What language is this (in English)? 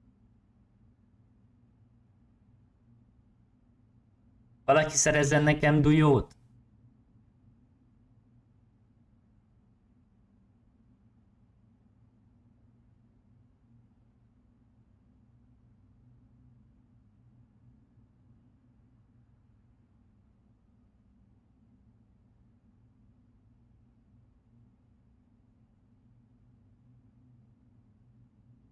Hungarian